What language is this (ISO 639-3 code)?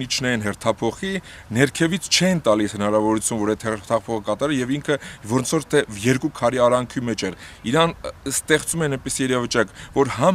hye